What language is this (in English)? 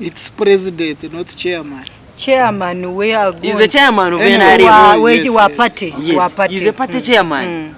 Nyankole